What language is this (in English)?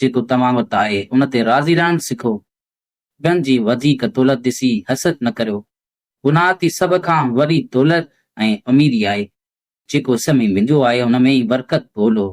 Sindhi